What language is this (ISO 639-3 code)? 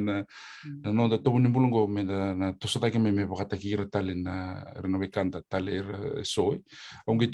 fij